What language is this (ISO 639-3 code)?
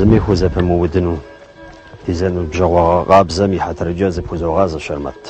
kbd